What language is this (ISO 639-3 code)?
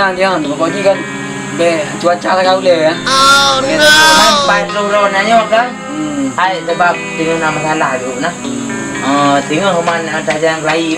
ace